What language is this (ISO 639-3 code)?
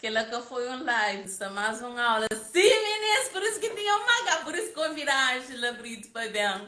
kea